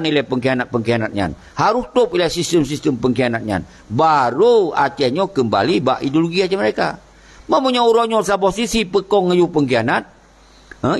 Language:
Achinese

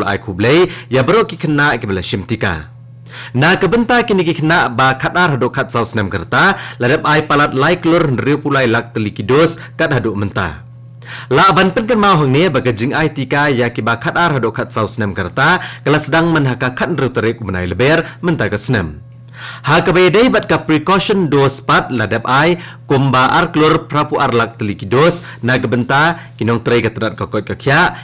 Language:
Khasi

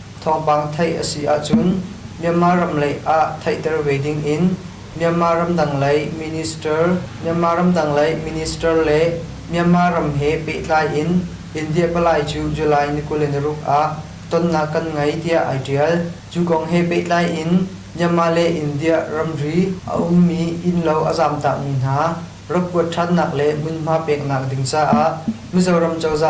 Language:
Hakha Chin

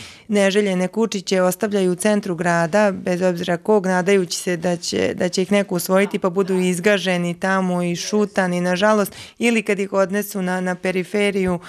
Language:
Serbian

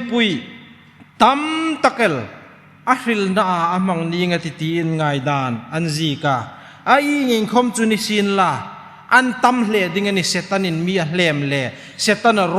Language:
Hmar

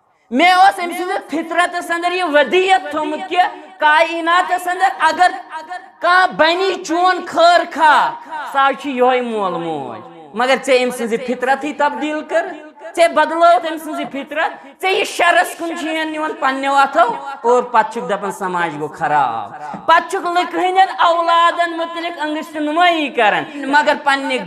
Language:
Kashmiri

